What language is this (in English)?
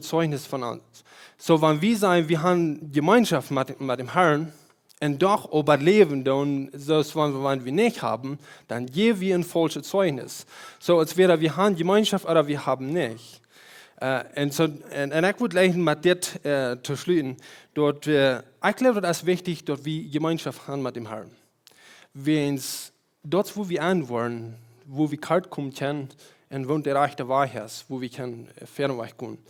Plautdietsch